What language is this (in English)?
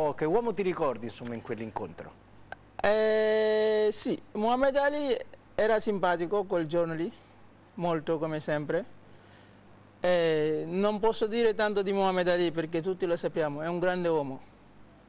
Italian